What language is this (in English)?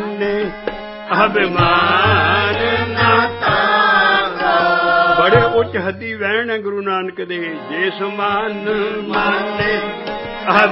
Punjabi